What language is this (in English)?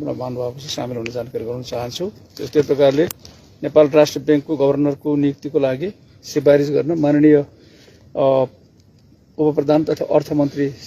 Nepali